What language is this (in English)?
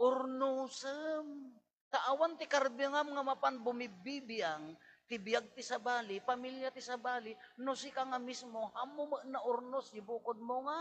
Iloko